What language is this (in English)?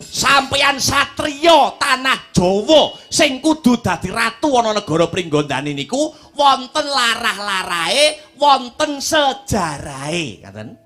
Javanese